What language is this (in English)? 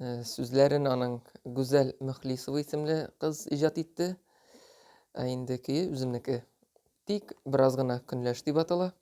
Tatar